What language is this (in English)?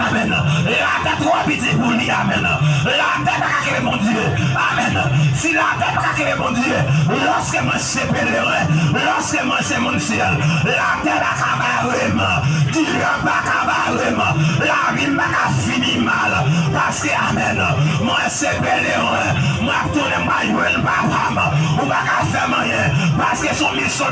Haitian Creole